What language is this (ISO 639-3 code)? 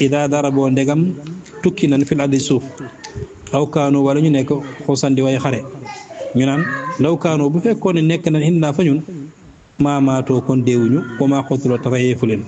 wol